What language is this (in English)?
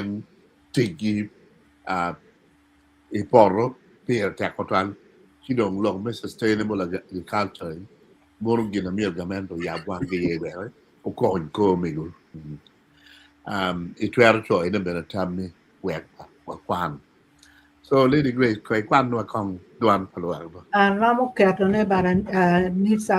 Acoli